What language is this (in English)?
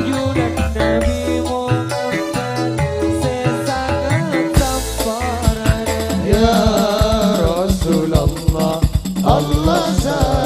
Madurese